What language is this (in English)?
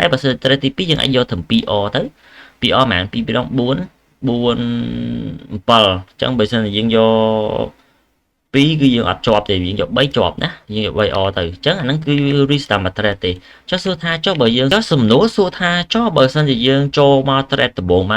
Khmer